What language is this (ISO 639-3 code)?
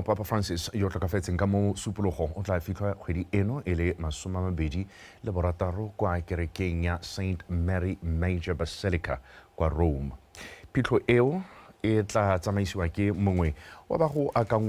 tsn